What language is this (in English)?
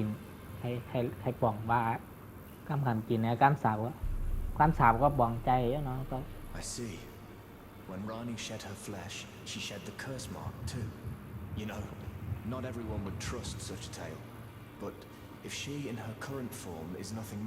Shan